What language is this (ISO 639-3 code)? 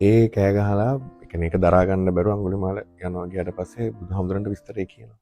sin